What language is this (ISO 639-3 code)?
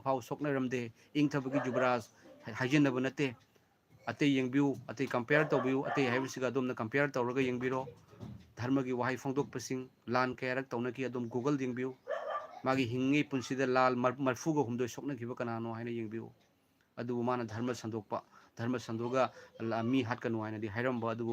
mni